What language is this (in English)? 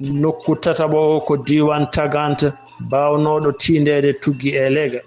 Fula